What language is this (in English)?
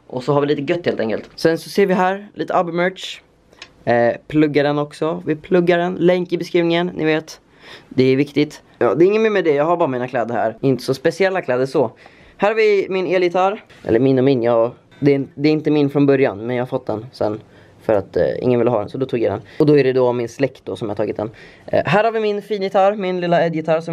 Swedish